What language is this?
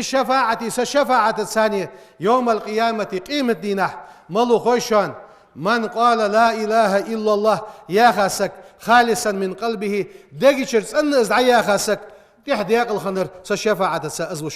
Ingush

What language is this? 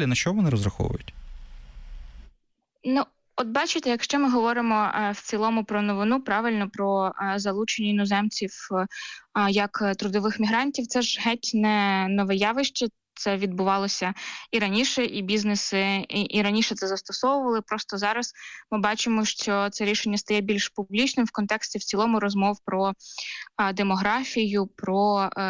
Ukrainian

